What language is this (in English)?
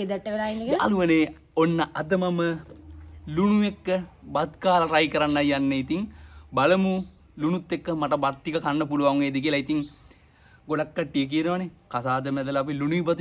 Sinhala